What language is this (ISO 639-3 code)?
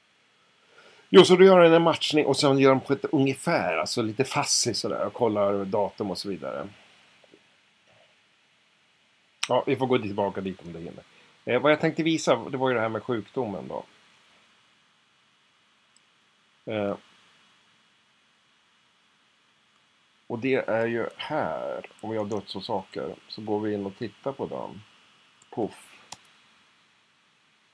swe